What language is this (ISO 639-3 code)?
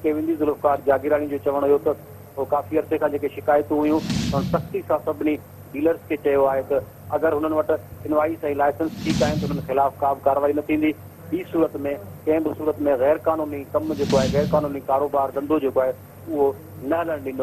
snd